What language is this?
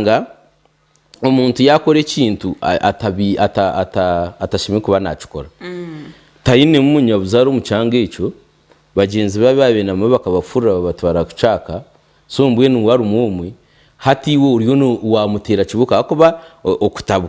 Nyankole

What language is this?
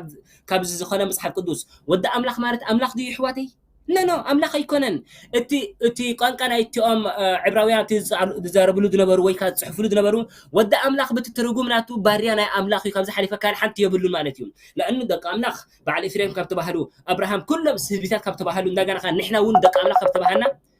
Tigrinya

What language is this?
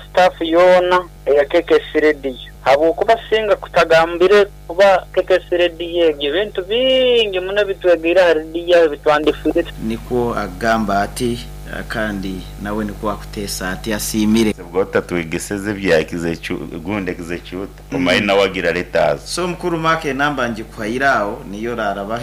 Nyankole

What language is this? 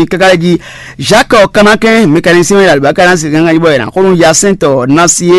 Fon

